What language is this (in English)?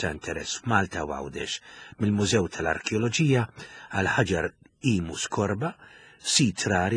Maltese